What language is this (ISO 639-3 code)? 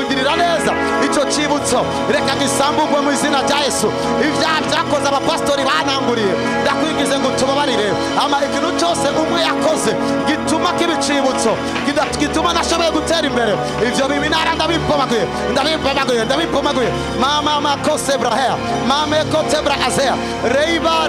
kin